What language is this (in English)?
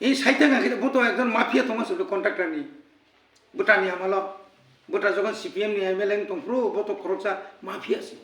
Kok Borok